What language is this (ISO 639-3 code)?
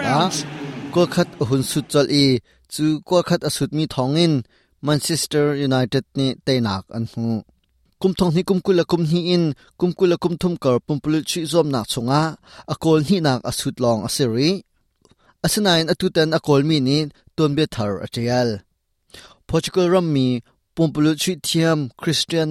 cnh